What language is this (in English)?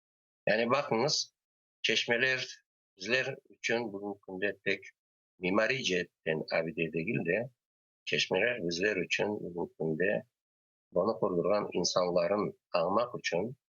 Crimean Tatar